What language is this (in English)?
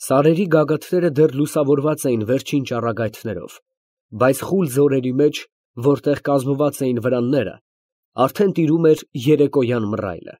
Armenian